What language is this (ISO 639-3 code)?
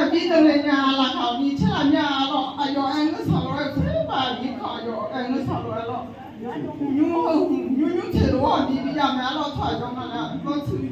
ahk